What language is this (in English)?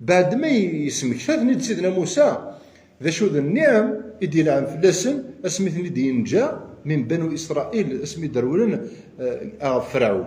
Kabyle